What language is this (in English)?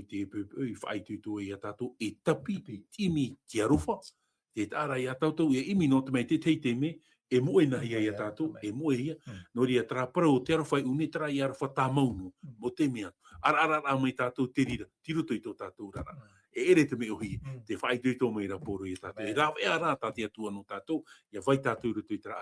Tahitian